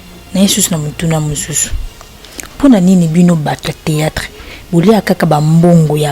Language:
Lingala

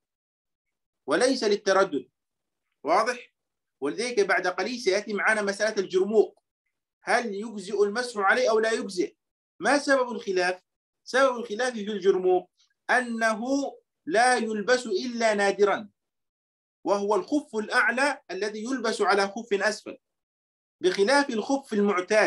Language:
Arabic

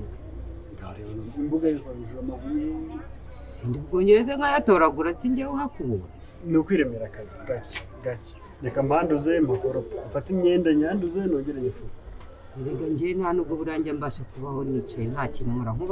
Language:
Kinyarwanda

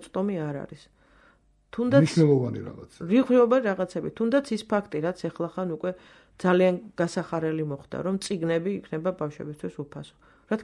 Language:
Georgian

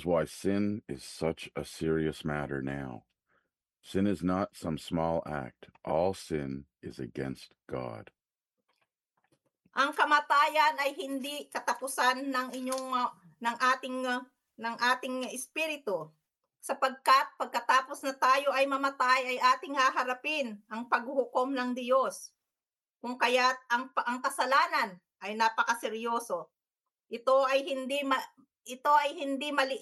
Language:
Filipino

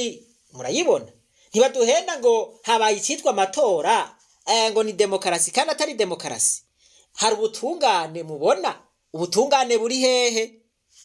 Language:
Rundi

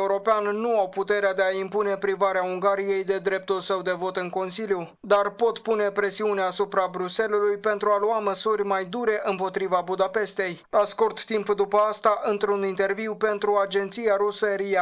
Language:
Romanian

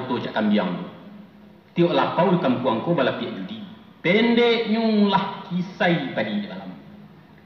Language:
Minangkabau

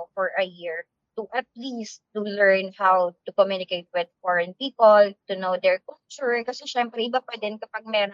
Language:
Filipino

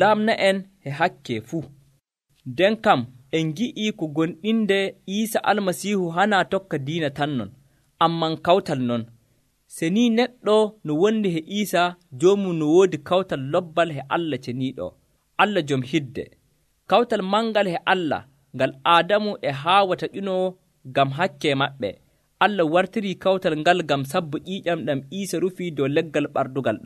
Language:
Nigerian Fulfulde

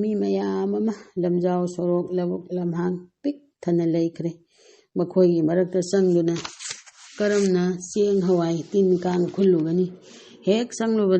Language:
Manipuri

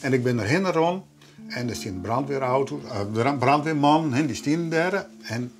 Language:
Western Frisian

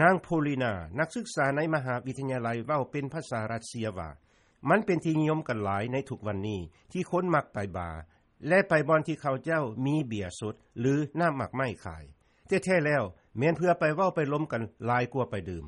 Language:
Lao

